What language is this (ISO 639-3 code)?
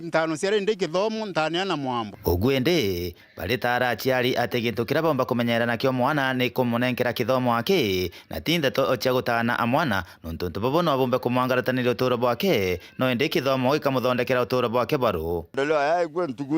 mer